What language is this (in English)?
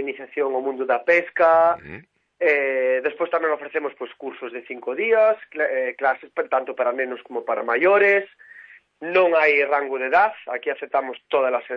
Galician